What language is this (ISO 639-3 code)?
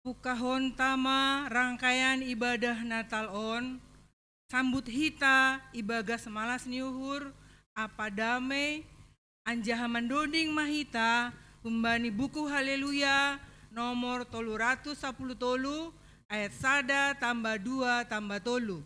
bts